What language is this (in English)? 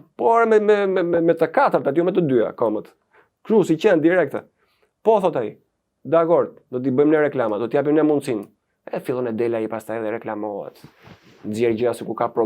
Albanian